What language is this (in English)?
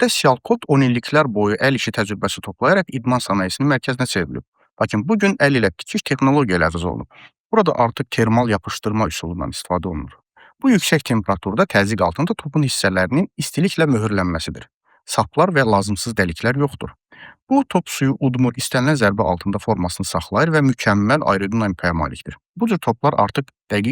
Azerbaijani